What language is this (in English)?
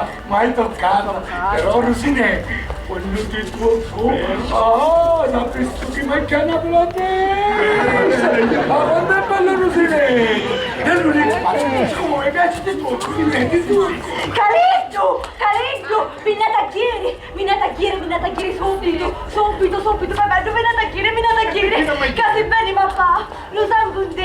Sicilian